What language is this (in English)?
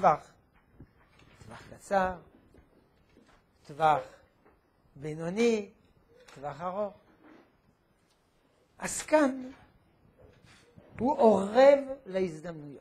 Hebrew